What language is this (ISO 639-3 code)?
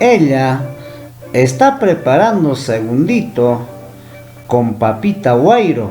quy